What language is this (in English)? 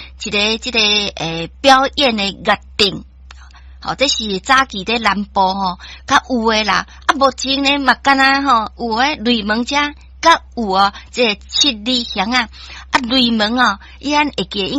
Min Nan Chinese